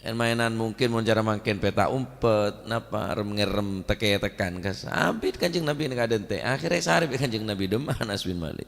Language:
Madurese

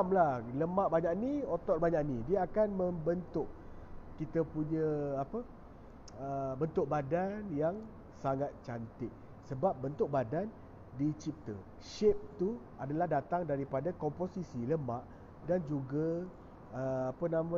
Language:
Malay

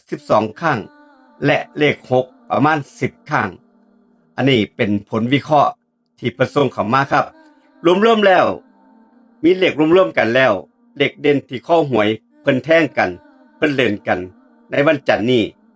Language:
Lao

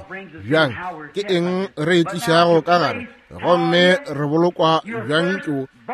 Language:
Northern Sotho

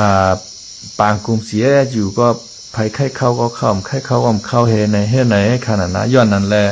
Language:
Shan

